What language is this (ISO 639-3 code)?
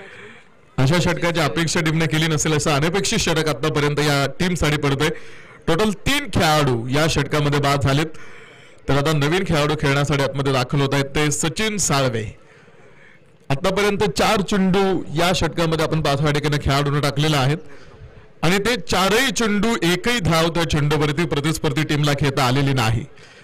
mar